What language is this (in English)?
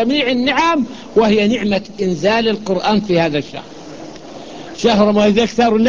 Arabic